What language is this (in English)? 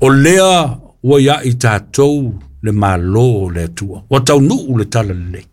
Samoan